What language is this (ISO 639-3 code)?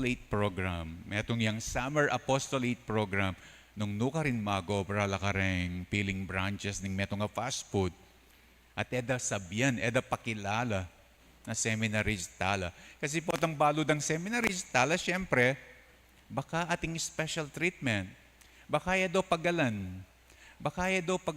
pam